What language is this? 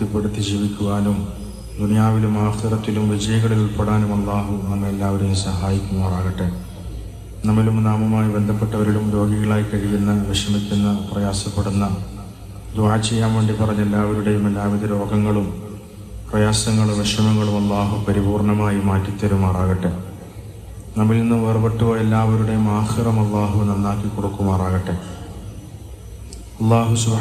Malayalam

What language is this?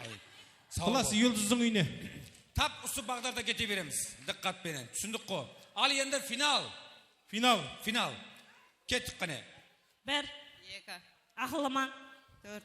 Kara-Kalpak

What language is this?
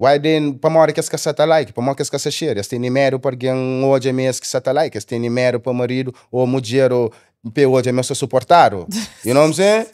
Kabuverdianu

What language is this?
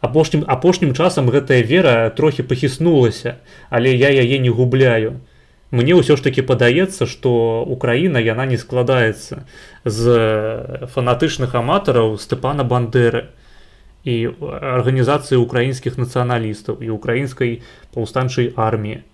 Belarusian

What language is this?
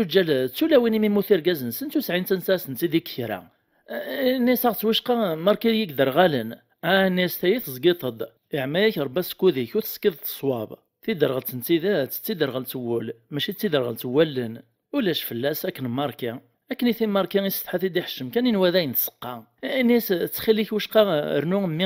Kabyle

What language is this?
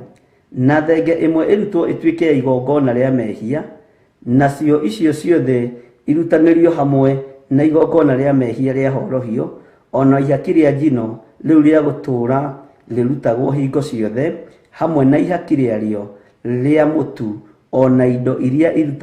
Kikuyu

